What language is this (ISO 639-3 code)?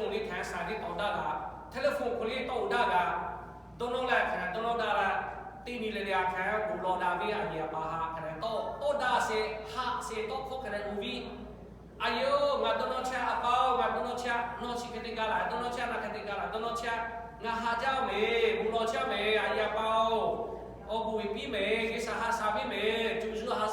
lhu